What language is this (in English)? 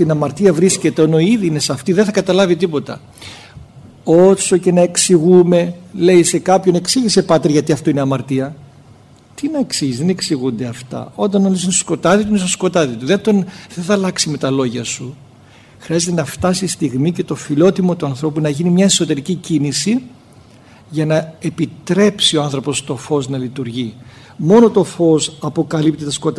Greek